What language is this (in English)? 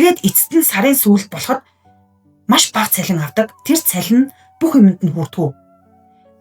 Mongolian